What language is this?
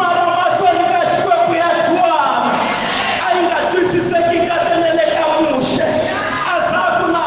Tsonga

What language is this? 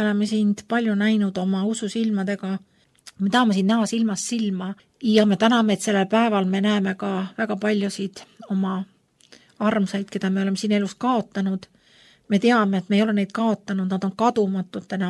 Estonian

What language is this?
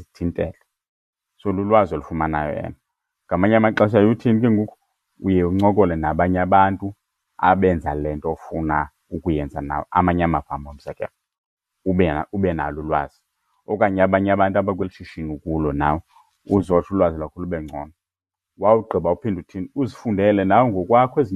Xhosa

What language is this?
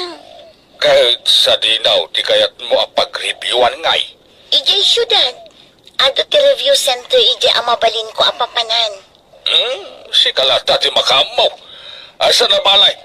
Iloko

